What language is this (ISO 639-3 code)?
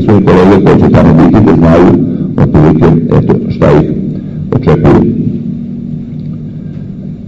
srp